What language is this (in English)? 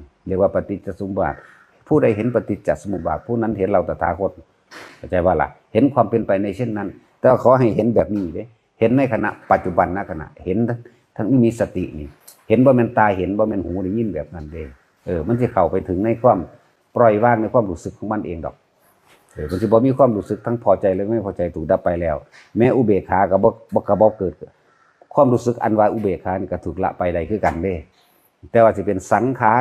Northeastern Thai